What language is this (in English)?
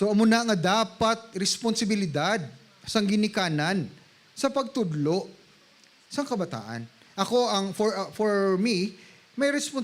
Hiligaynon